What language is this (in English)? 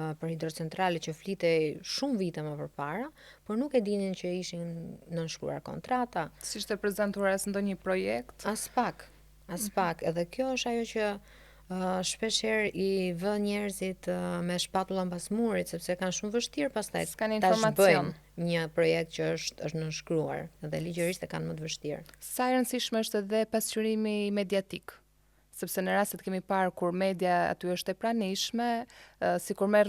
Albanian